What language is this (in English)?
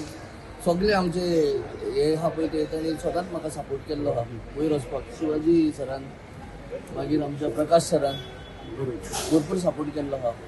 Konkani